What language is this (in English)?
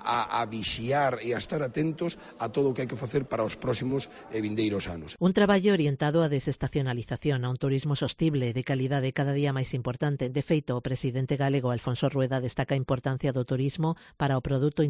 Galician